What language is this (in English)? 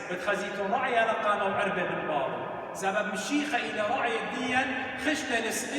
Assyrian Neo-Aramaic